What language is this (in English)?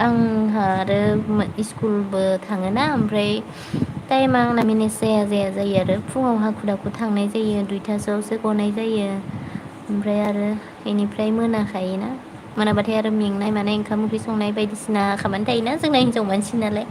Bodo